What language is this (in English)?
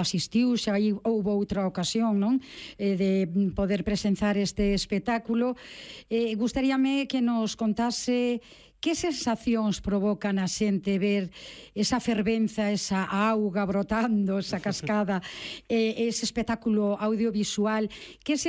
Galician